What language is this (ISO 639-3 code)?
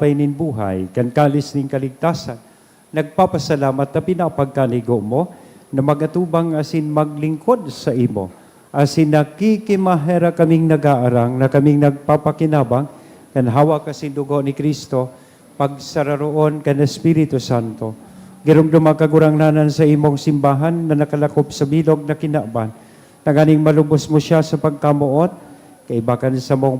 bik